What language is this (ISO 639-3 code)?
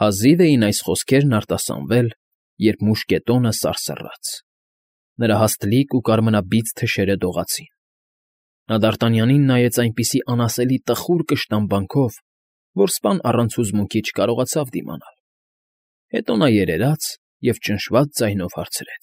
hye